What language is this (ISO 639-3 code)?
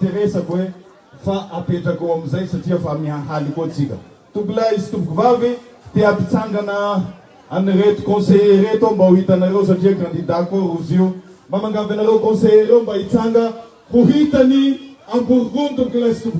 mlg